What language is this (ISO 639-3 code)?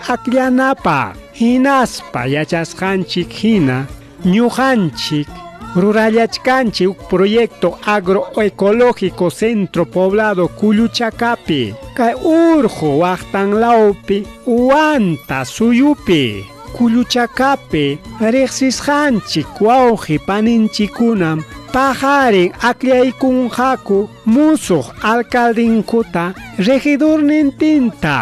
quy